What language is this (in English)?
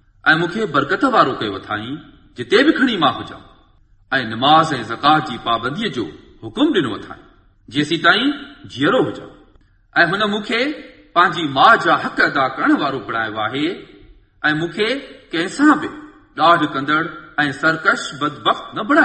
Sindhi